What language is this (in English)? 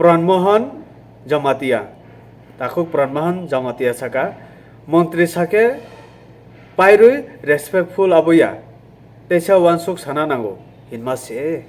Kok Borok